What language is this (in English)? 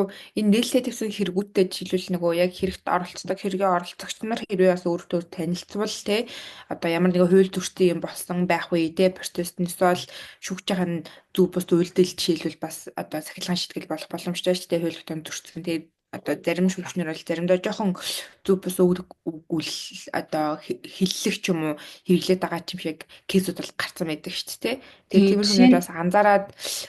Mongolian